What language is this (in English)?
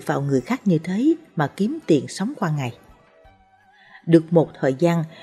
Vietnamese